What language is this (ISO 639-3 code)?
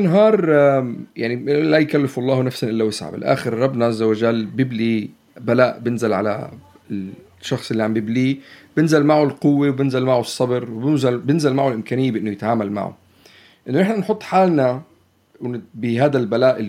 apc